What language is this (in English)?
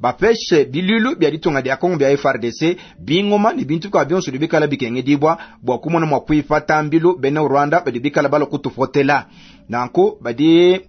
Luba-Lulua